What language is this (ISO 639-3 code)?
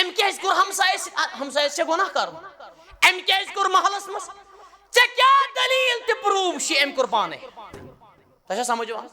kas